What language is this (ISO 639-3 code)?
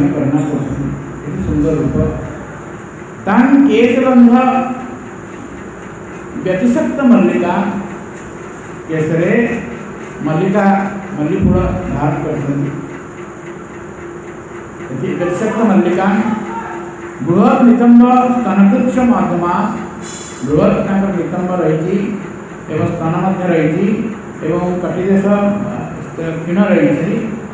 ori